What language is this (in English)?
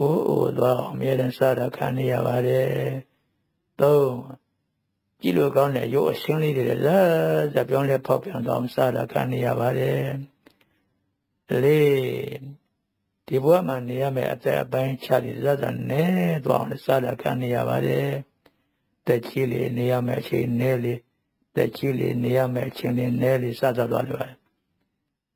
Burmese